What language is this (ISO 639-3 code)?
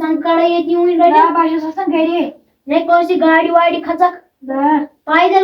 kas